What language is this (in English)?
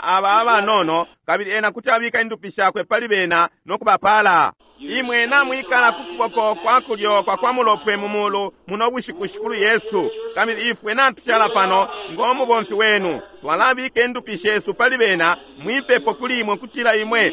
Bemba